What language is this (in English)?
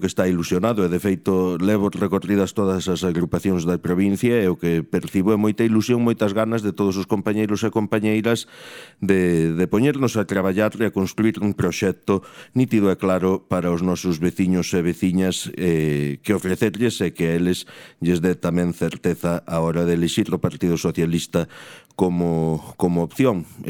Galician